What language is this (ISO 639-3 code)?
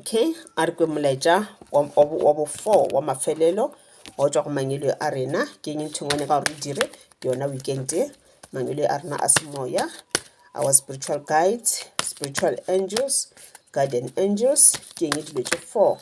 nso